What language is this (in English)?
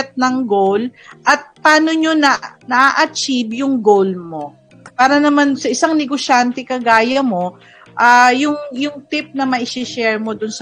Filipino